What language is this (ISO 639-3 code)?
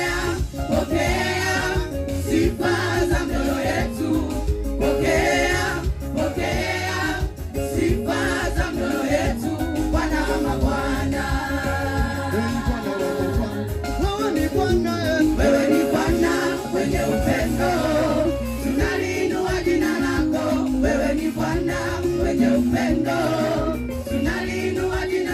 swa